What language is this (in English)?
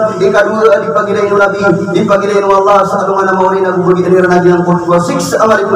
Maranao